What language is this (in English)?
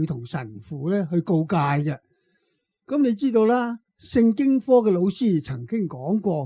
Cantonese